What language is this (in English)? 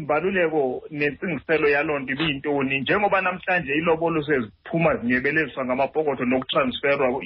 Xhosa